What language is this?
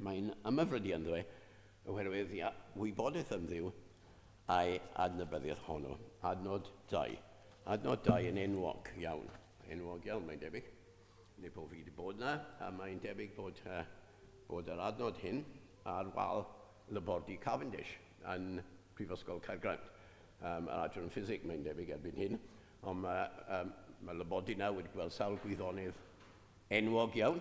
Welsh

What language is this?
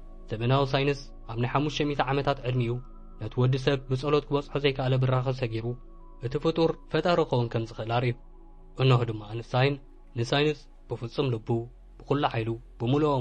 Tigrinya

